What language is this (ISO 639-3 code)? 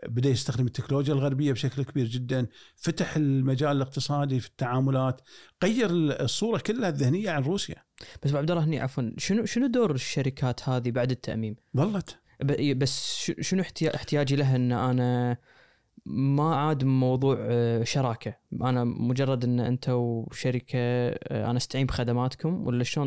afb